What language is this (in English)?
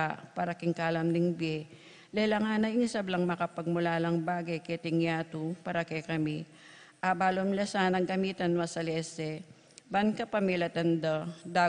Pampanga